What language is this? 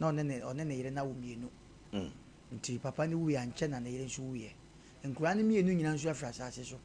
Akan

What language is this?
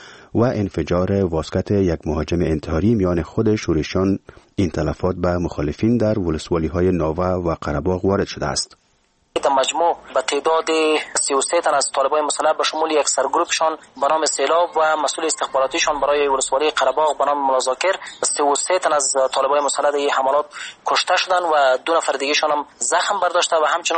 Persian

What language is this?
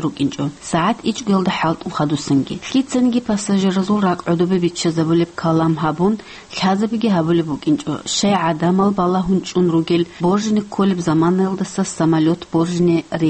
Avaric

